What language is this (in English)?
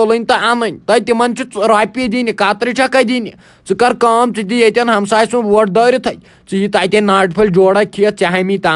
Kashmiri